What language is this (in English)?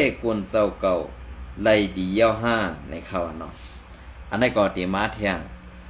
Shan